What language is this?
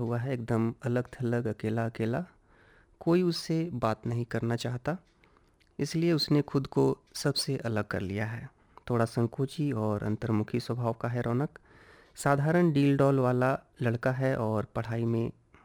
Hindi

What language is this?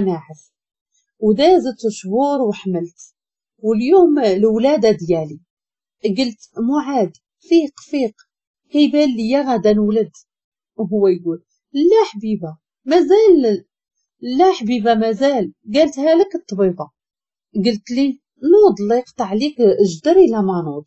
Moroccan Arabic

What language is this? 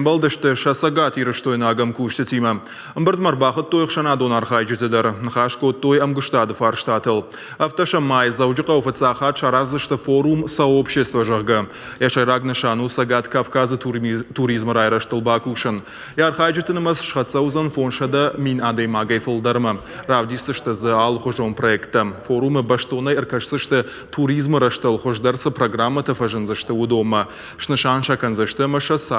Ossetic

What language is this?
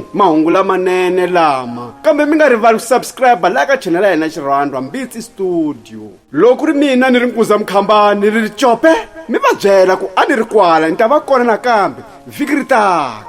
Tsonga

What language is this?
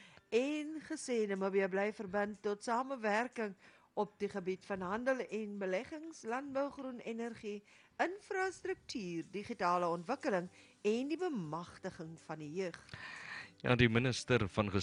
Afrikaans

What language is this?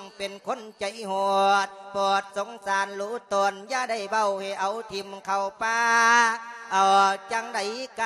Lao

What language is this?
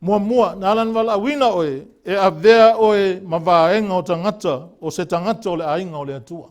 Samoan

